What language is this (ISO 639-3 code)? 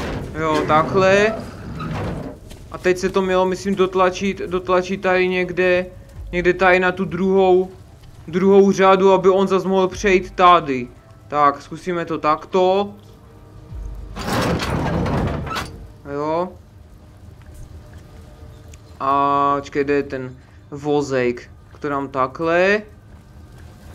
ces